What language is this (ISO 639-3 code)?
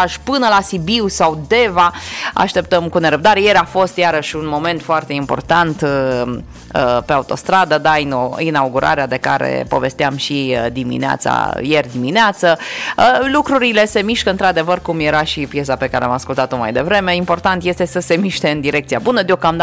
ron